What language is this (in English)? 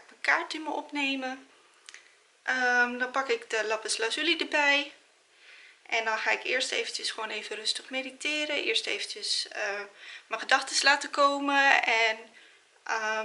Dutch